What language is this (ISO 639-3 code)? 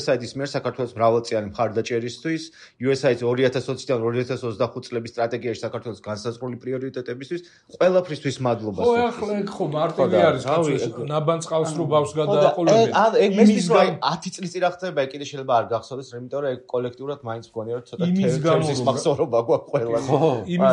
kat